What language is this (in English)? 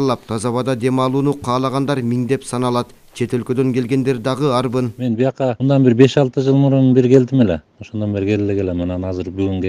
Kyrgyz